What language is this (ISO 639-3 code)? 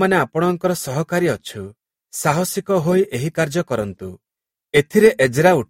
ori